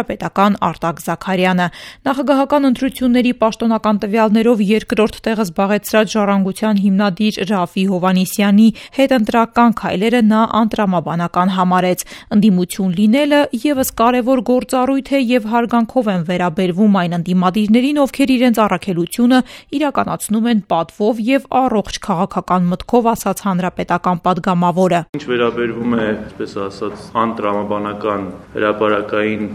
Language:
Armenian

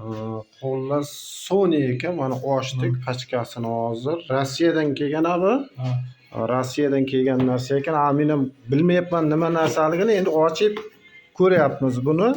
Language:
Uzbek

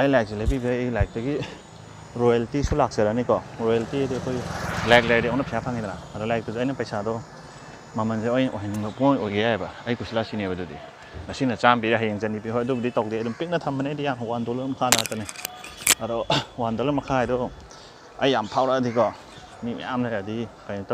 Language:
Manipuri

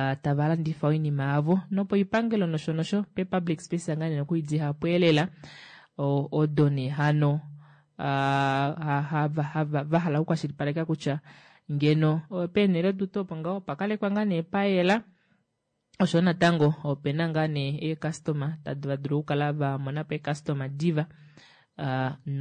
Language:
Kuanyama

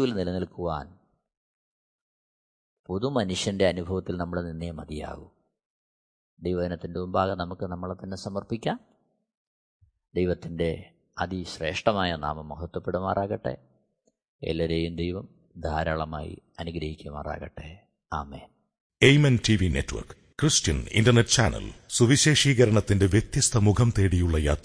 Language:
Malayalam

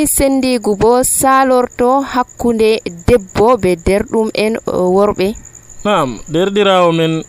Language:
Nigerian Fulfulde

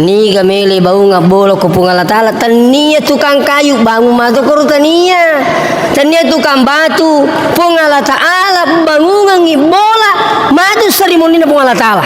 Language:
Buginese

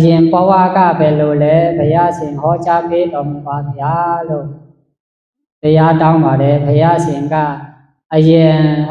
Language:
Shan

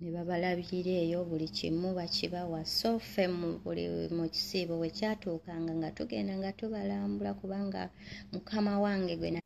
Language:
Ganda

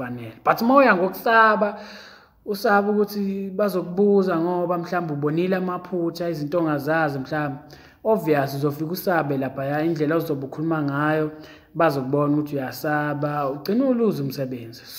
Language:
Zulu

